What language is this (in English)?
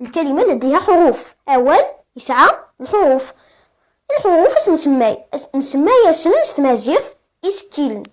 Kabyle